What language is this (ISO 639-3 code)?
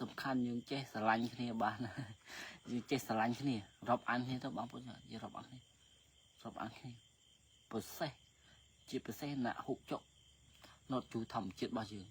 khm